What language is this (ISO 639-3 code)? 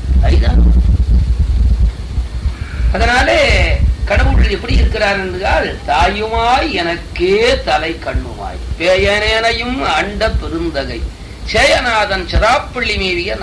tam